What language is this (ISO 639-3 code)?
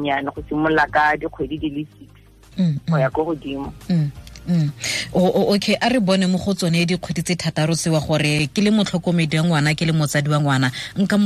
tsn